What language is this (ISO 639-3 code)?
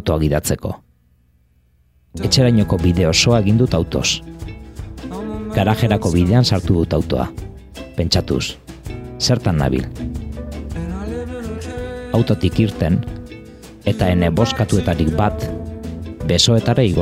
eus